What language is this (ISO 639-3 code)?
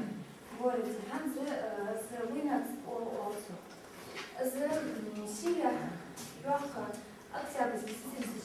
inh